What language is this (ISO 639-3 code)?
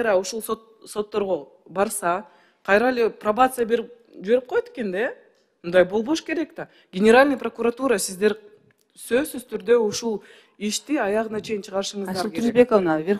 kir